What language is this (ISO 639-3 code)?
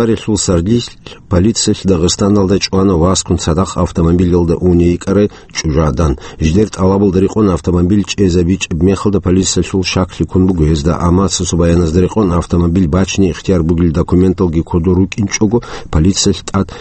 ava